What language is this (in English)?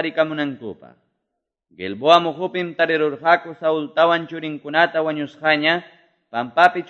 Quechua